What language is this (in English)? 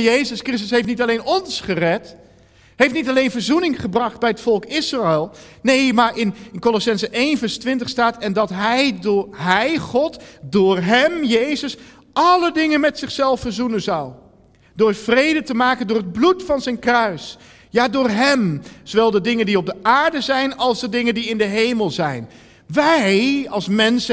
Dutch